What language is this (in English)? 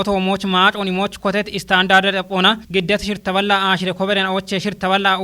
Kafa